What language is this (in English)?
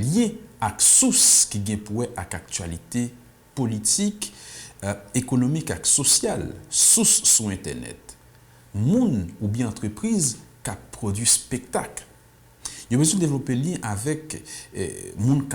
Haitian Creole